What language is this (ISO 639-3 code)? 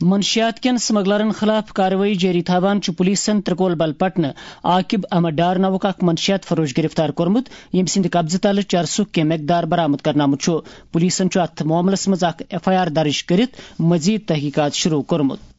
kas